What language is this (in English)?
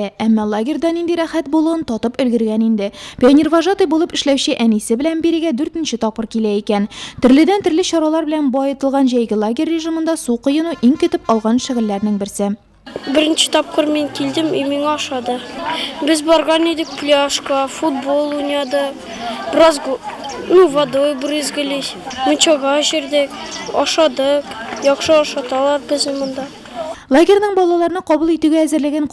Tatar